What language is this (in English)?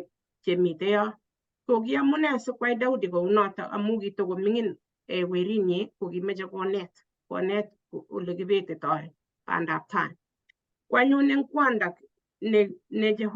Kalenjin